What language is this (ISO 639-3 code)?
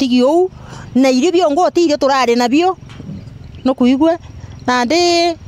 mer